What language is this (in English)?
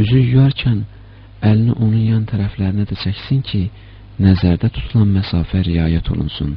Azerbaijani